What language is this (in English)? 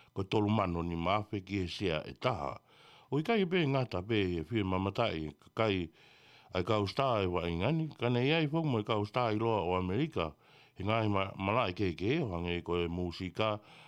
Tongan